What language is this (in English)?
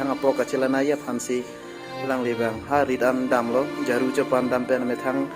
Karbi